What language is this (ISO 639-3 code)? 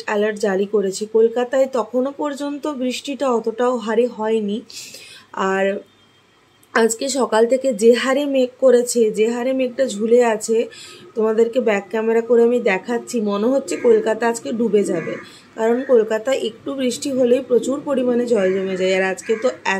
ben